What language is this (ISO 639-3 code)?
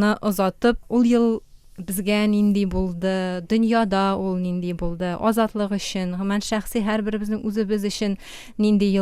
tat